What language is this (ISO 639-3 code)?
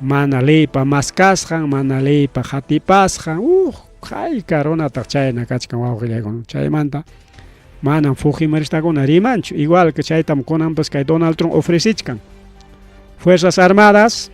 quy